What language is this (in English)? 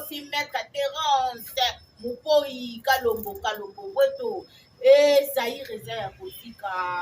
Lingala